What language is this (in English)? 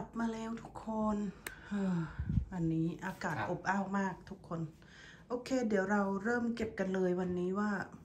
Thai